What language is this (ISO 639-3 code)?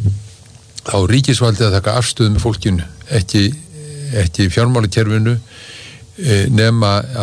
isl